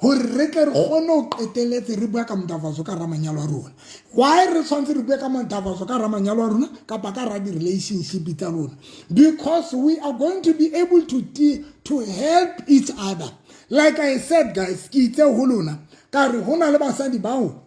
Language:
Southern Sotho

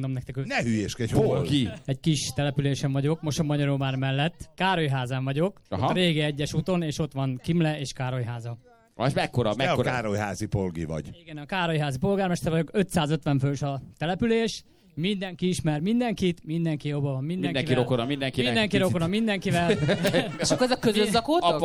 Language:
Hungarian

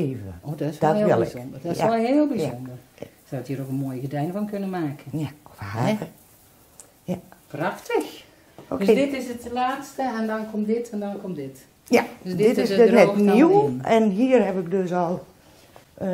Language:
Dutch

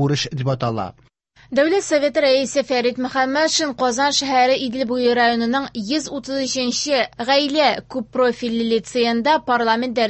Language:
Tatar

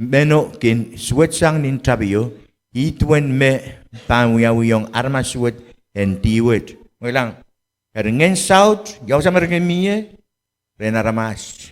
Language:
Pohnpeian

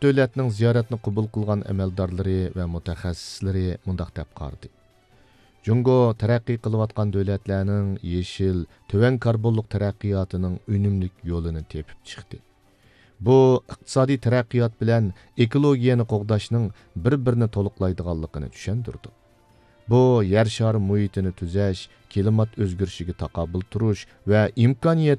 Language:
Uyghur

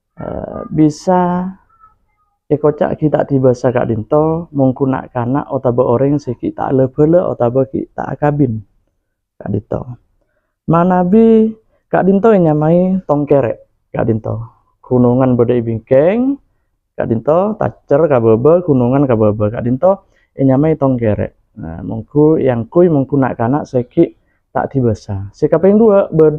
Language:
Madurese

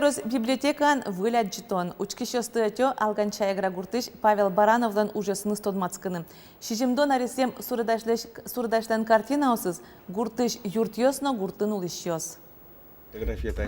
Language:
Udmurt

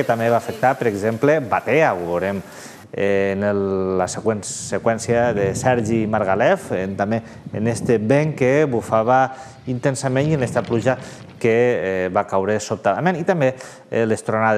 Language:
Catalan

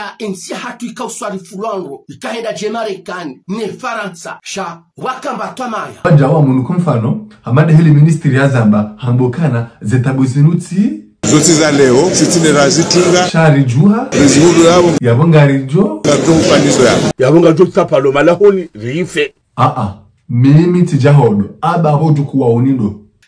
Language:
Ngazidja Comorian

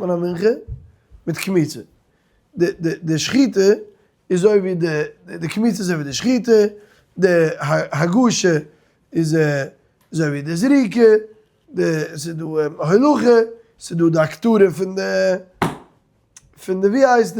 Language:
Yiddish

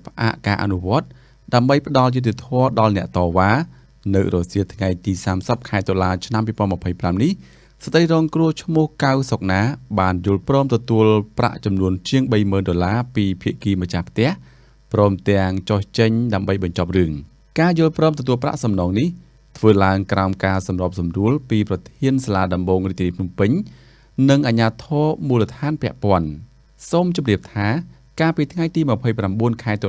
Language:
Khmer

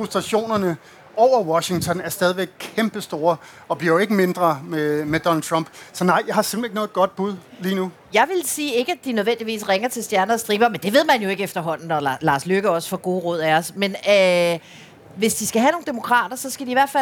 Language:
Danish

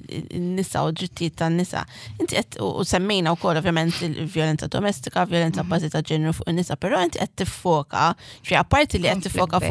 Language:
Maltese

